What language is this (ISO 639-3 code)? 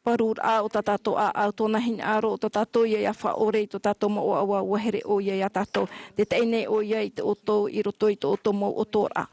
tah